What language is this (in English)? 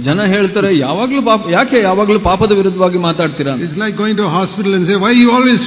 Kannada